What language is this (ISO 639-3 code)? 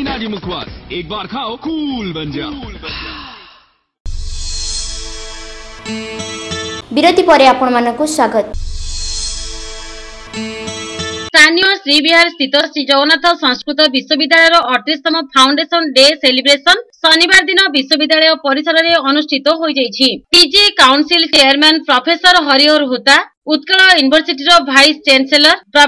ori